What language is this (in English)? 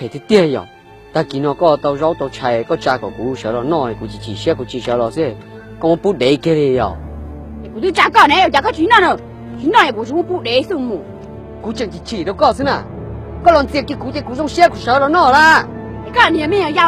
Hmong